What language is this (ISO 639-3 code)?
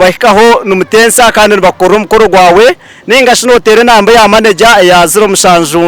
nyn